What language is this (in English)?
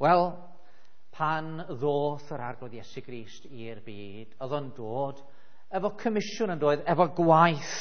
Welsh